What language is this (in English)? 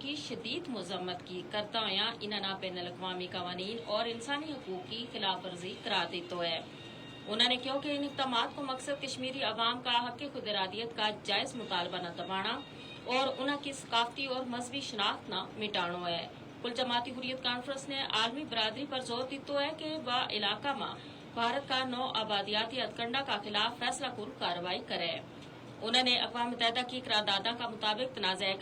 Gujari